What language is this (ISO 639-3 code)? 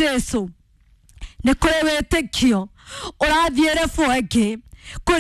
kik